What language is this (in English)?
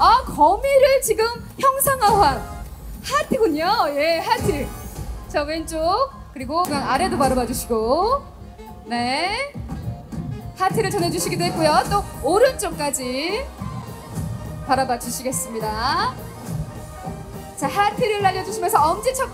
Korean